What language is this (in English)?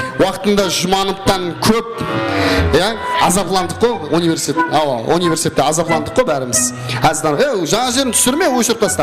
Kara-Kalpak